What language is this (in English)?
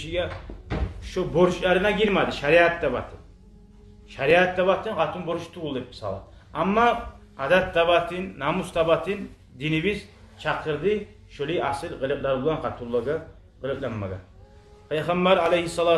Kumyk